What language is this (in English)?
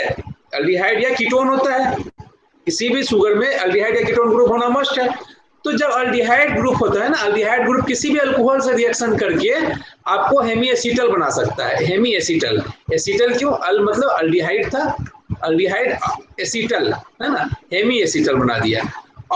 Hindi